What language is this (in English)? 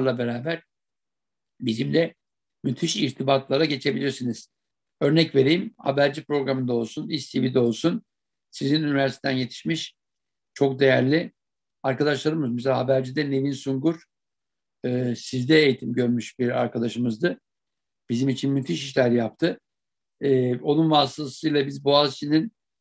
Turkish